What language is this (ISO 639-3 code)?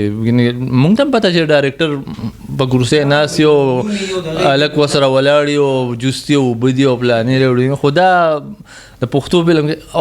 pus